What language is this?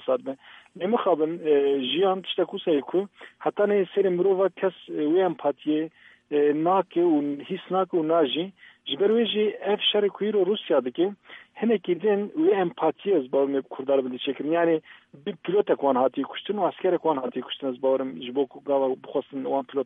Kurdish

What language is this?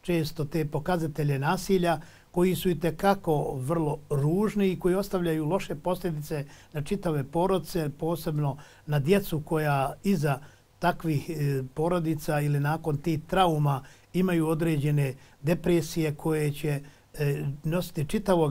Bosnian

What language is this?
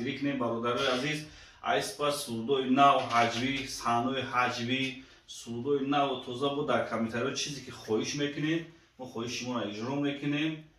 Tajik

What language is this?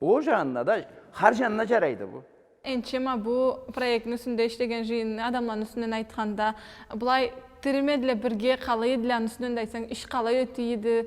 Karachay-Balkar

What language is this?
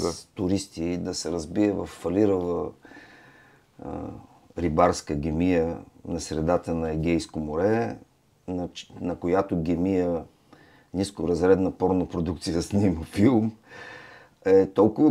Bulgarian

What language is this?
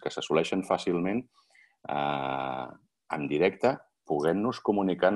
Catalan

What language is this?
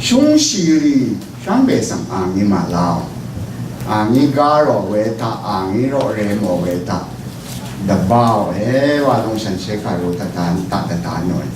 Rawang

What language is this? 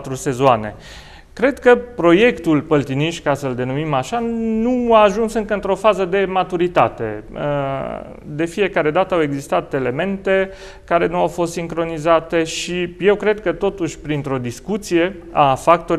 Romanian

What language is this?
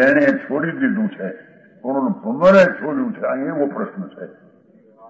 Gujarati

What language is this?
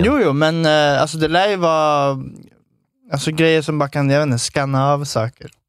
Swedish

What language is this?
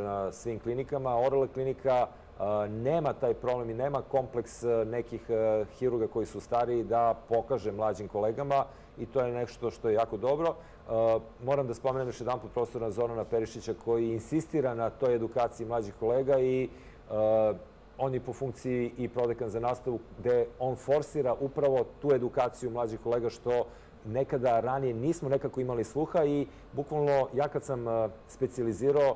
Serbian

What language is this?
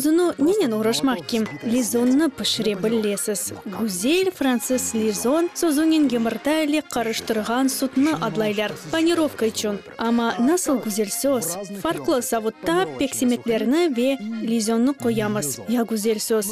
Crimean Tatar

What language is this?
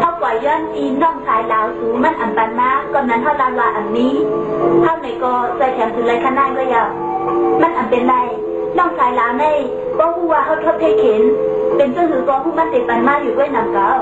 Shan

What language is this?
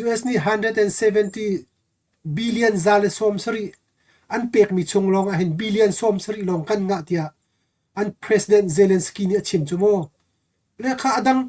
Hakha Chin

